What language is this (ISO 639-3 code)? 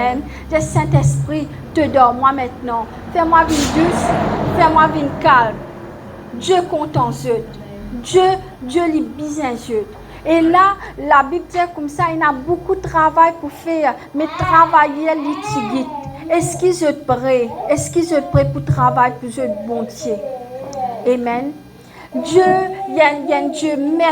mfe